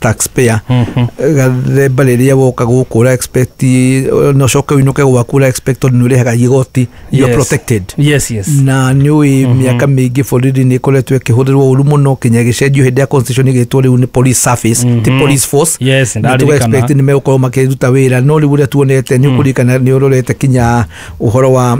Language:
Kikuyu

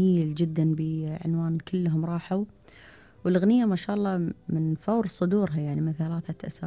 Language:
Gulf Arabic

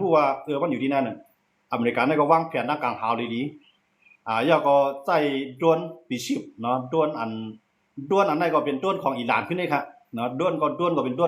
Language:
Shan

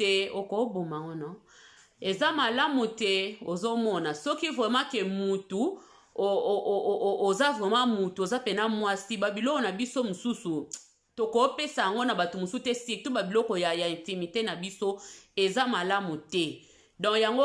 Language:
Lingala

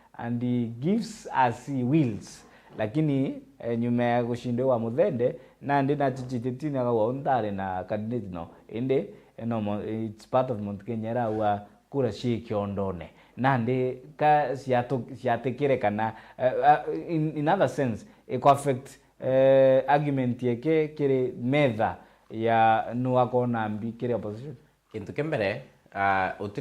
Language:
Meru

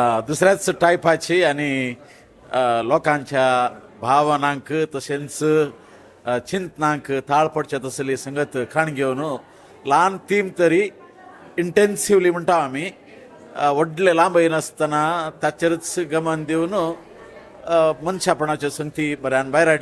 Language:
Konkani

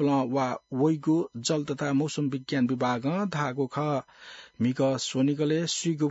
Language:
Newari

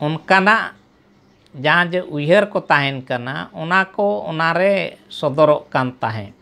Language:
Santali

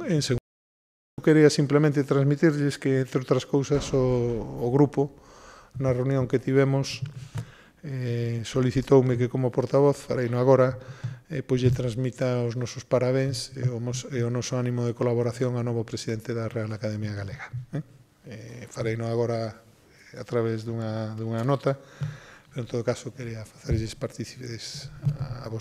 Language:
Galician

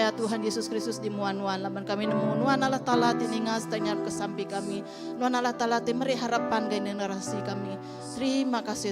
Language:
Iban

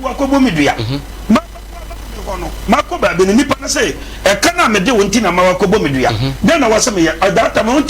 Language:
Akan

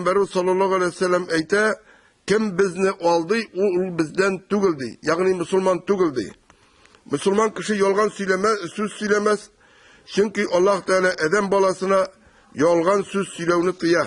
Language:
Tatar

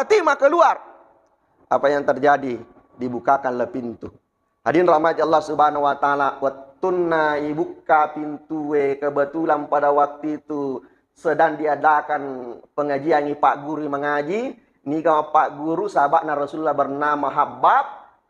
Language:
Buginese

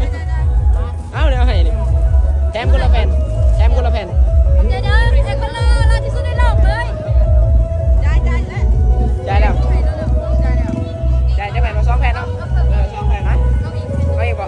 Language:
Lao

